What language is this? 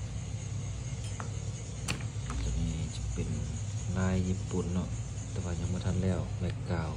Lao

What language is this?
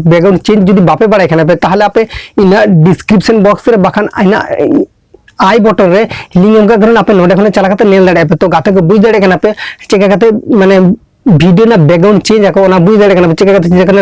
Santali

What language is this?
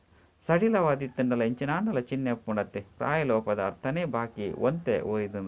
Tulu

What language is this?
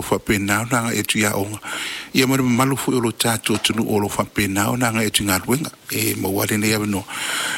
Samoan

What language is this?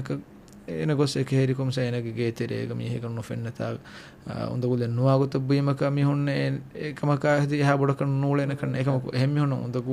Divehi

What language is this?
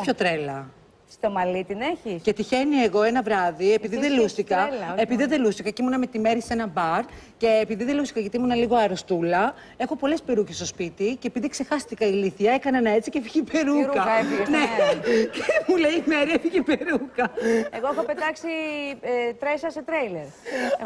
Greek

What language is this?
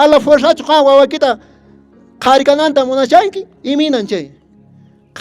Quechua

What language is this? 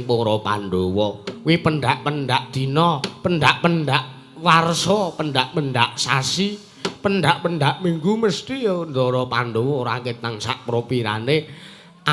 Javanese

